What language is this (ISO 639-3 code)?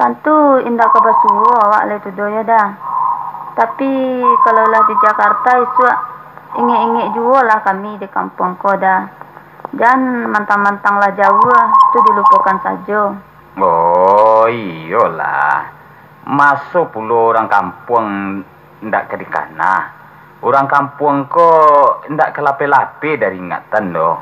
min